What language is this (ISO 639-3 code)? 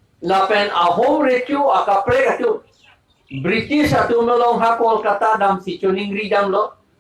mjw